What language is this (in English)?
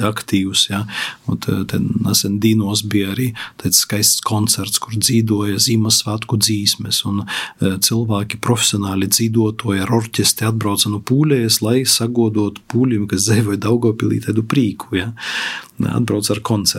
Latvian